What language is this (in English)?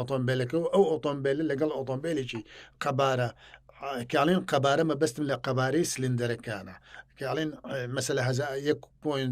Central Kurdish